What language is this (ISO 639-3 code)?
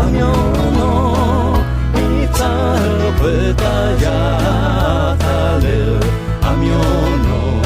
ahk